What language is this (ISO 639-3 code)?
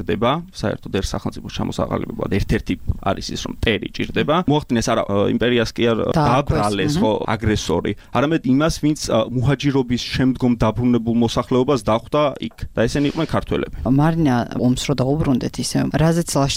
kat